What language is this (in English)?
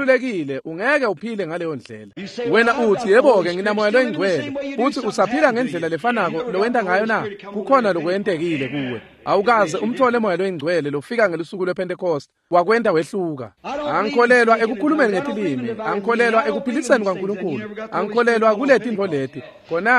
Swati